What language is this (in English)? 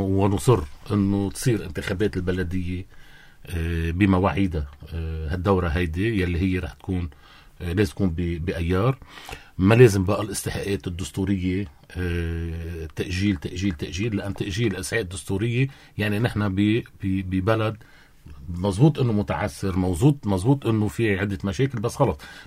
North Levantine Arabic